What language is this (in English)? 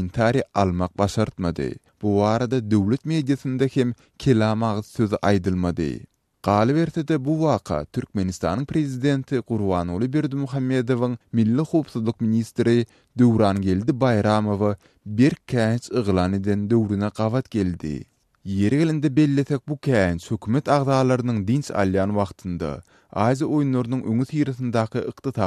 Turkmen